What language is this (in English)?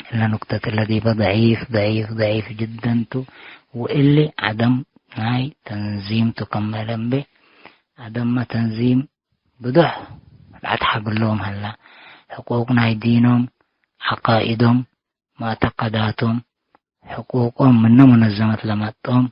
Tigre